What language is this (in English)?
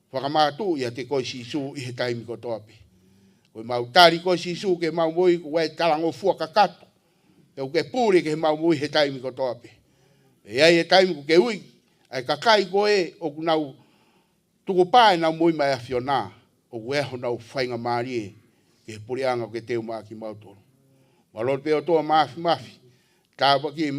Tongan